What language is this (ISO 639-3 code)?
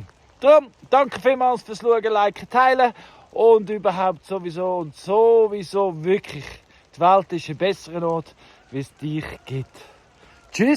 gsw